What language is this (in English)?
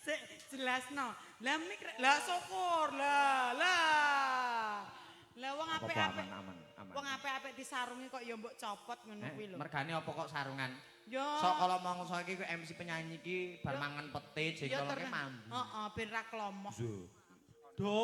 Javanese